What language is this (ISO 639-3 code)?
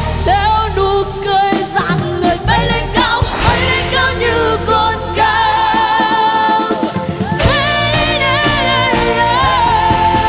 vie